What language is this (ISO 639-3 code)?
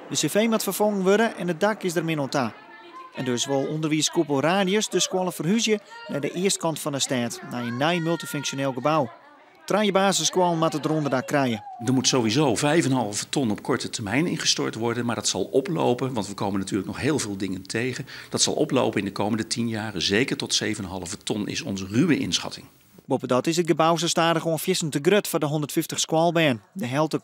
fry